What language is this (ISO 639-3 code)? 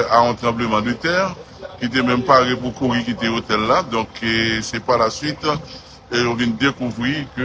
hat